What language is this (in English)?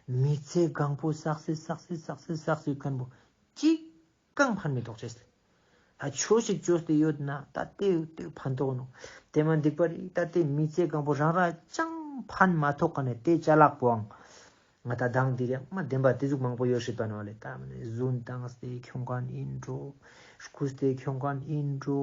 Ladakhi